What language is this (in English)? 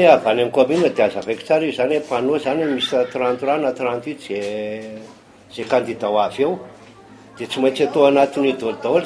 Malagasy